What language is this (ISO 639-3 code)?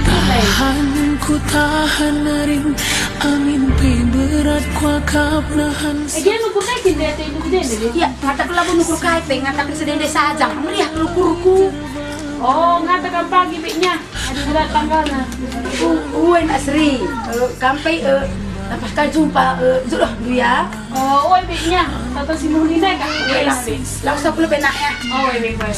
btx